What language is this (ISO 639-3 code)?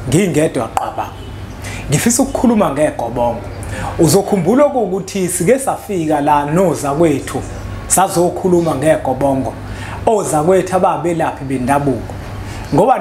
zul